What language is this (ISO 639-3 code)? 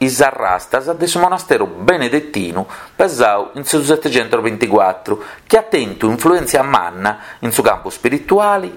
srd